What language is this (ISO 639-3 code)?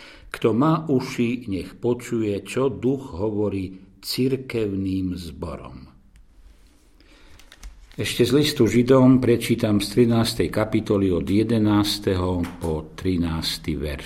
slk